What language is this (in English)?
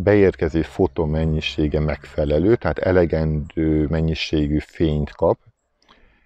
Hungarian